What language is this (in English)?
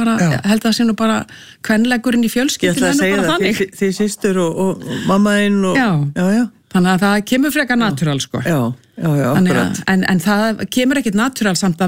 Icelandic